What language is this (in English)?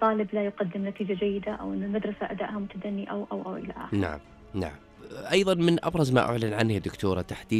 Najdi Arabic